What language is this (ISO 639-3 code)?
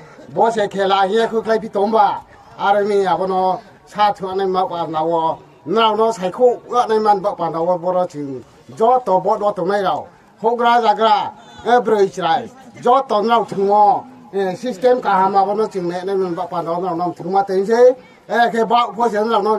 ria